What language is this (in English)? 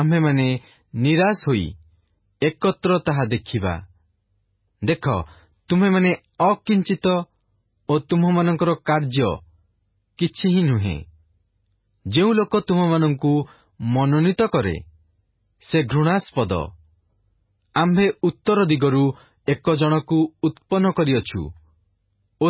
Odia